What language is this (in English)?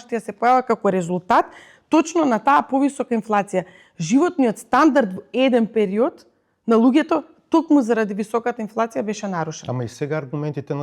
Macedonian